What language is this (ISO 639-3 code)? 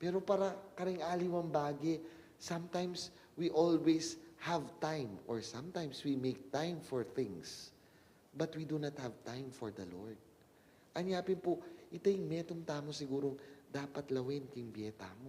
pam